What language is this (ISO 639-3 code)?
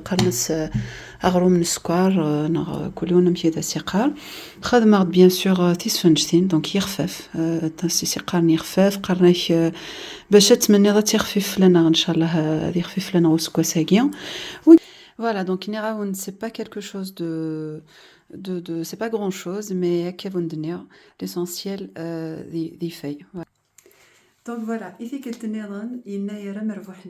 kab